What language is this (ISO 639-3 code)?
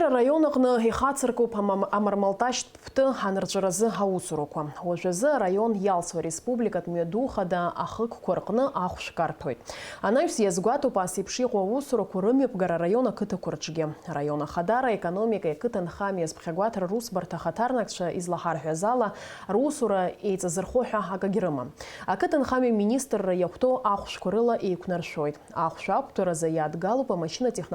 abk